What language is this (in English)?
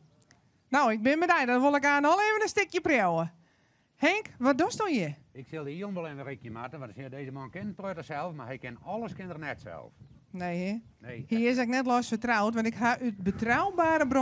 Western Frisian